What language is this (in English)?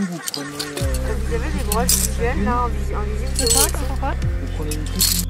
French